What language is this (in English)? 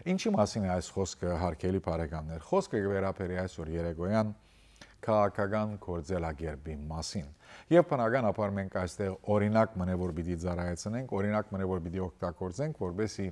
Western Armenian